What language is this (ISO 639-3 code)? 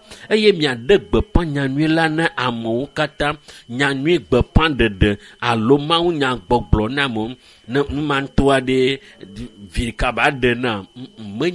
ewe